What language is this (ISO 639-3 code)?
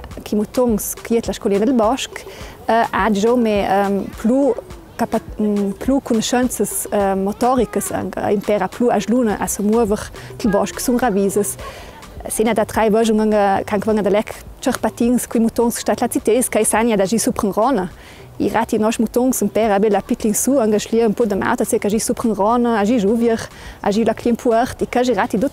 lld